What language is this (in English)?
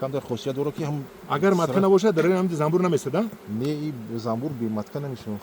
Tajik